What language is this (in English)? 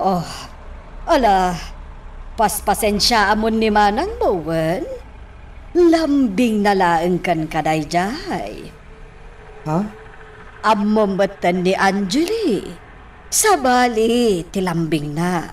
Iloko